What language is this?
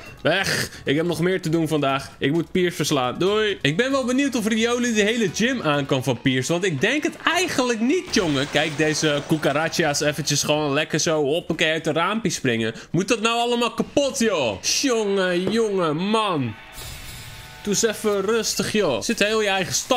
Dutch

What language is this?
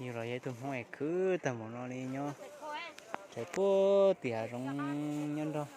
Hmong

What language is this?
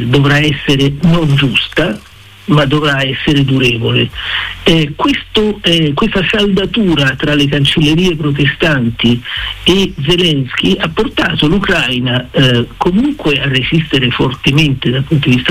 Italian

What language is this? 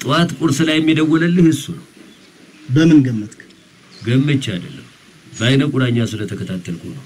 Amharic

